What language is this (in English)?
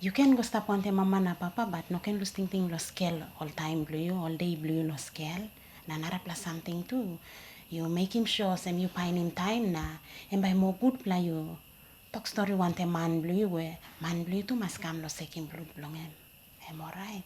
Tok Pisin